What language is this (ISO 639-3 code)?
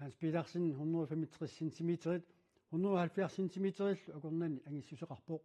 kal